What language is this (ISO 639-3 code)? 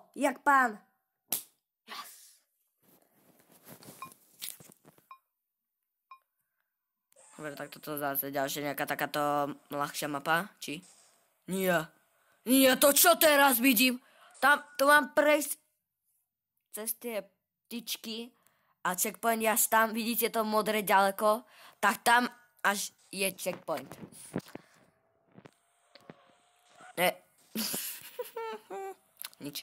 slk